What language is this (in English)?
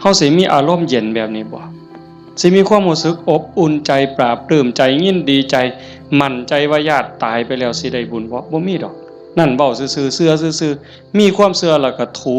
Northeastern Thai